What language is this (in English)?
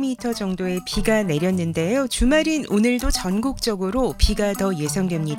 Korean